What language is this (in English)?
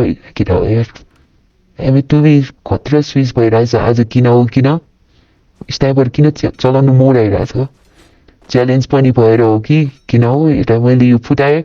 Nepali